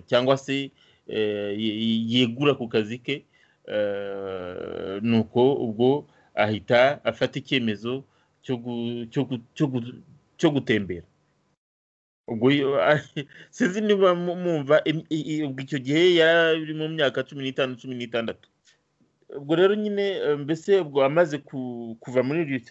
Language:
Kinyarwanda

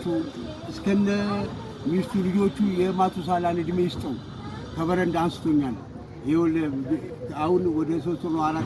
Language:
Amharic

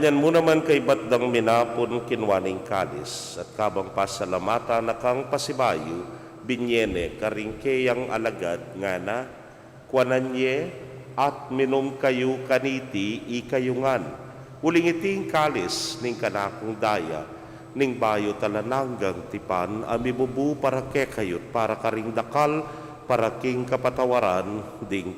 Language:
Pampanga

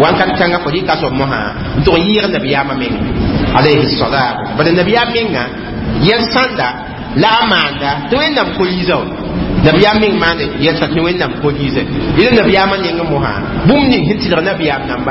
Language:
Mossi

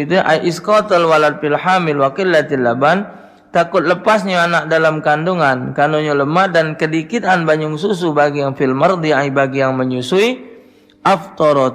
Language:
Musi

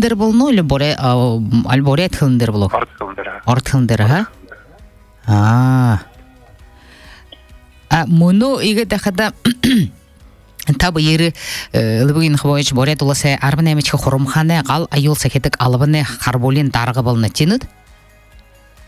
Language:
Buriat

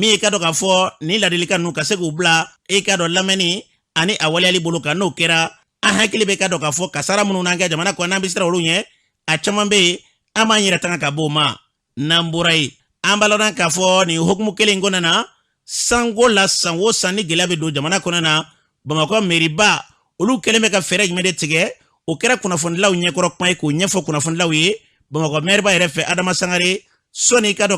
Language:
Bambara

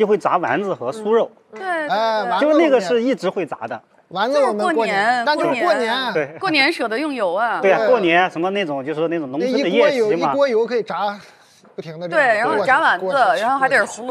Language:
Chinese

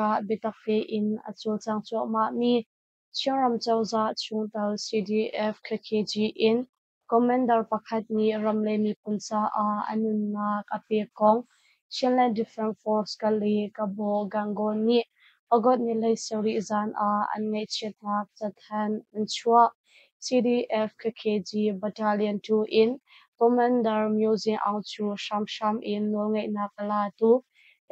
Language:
Hakha Chin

